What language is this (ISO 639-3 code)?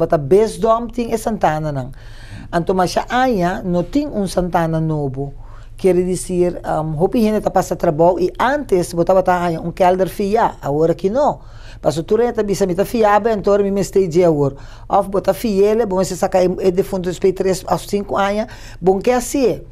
pap